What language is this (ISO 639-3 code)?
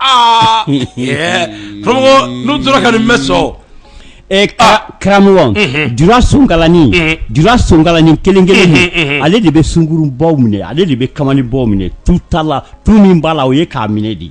bam